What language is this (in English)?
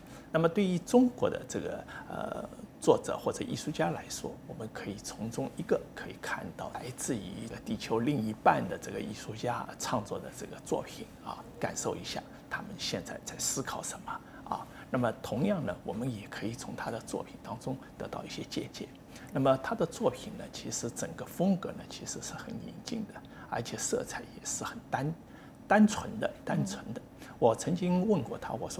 Chinese